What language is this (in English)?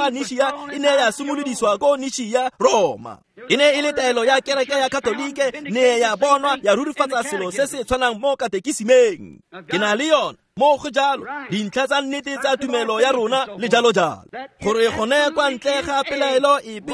Tswana